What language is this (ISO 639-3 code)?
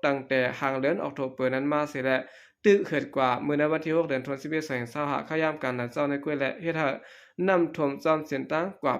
shn